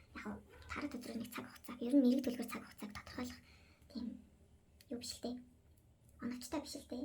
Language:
Mongolian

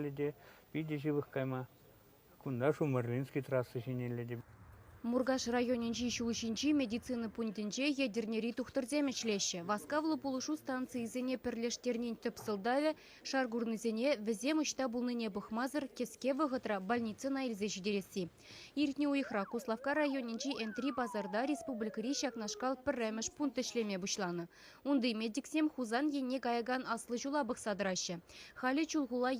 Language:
Chuvash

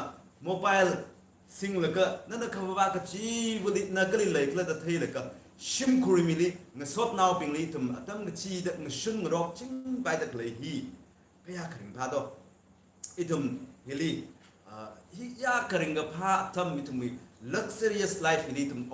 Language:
Tangkhul Naga (India)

